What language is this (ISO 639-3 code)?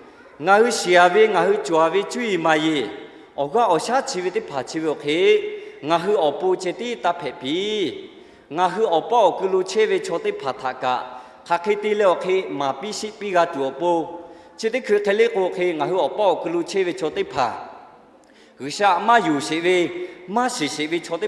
lhu